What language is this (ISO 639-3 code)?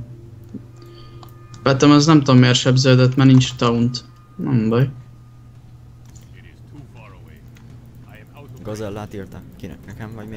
hun